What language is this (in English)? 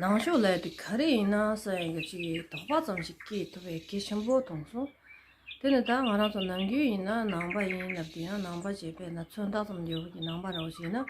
Tibetan